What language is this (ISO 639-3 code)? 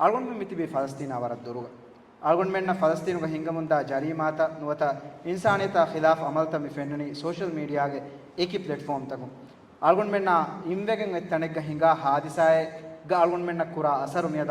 div